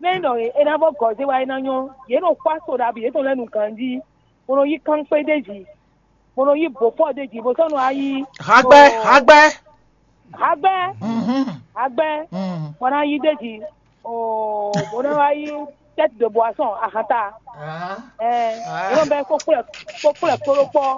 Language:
Fon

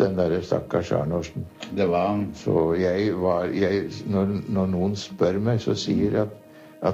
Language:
Norwegian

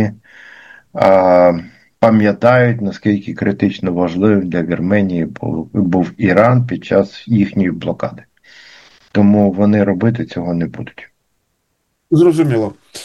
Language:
Ukrainian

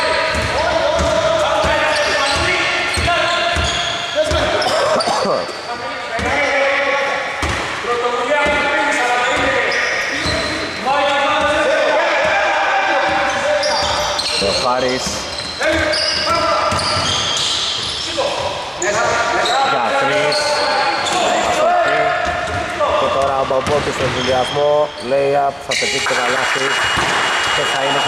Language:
Greek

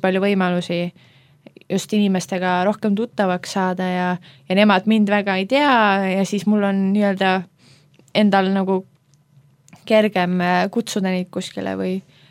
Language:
Estonian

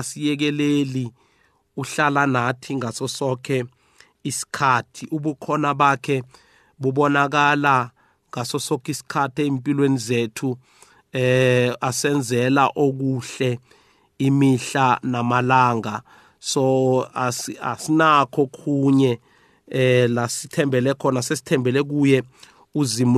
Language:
South Ndebele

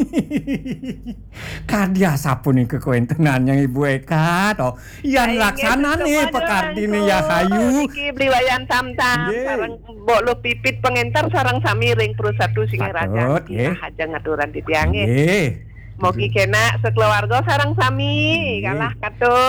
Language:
Balinese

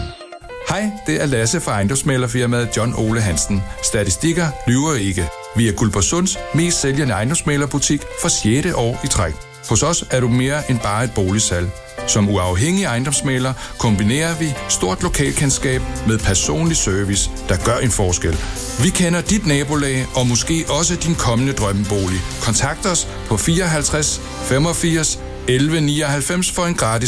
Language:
Danish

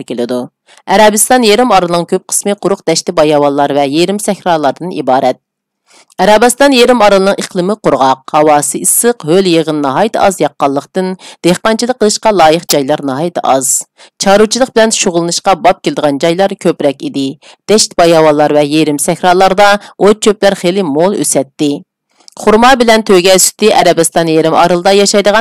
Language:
Uyghur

